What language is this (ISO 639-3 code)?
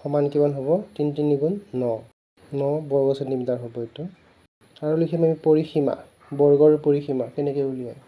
asm